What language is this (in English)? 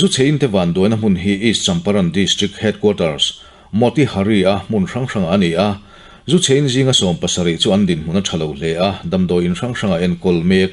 Mizo